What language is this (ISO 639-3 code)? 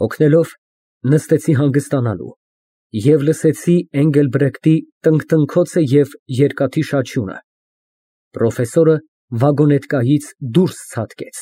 hye